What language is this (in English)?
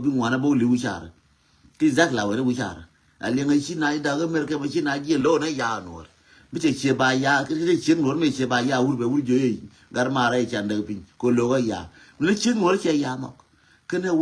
Nuer